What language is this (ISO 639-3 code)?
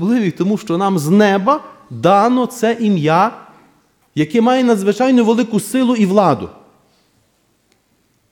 ukr